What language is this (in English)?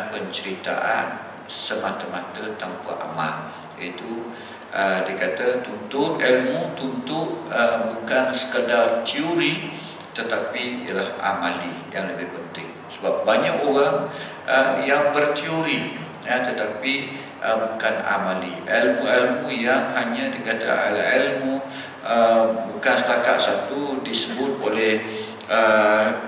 Malay